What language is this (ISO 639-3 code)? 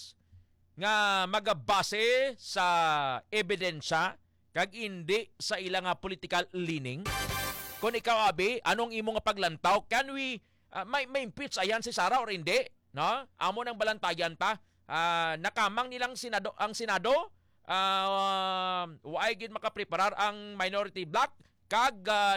hil